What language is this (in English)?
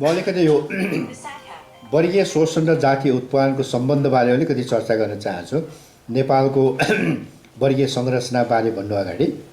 Nepali